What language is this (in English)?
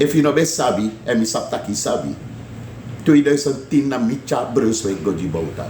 Sranan Tongo